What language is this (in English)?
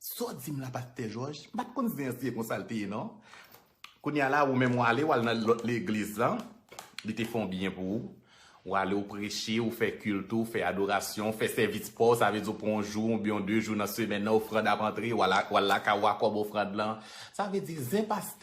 Haitian Creole